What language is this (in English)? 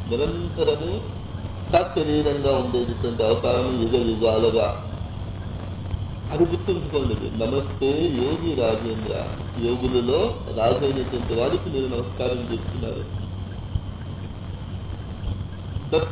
Telugu